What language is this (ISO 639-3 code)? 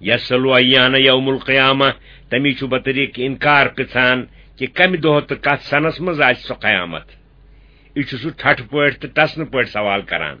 kas